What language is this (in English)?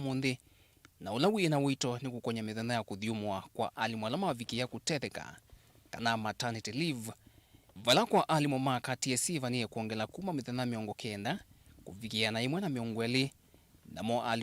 Kamba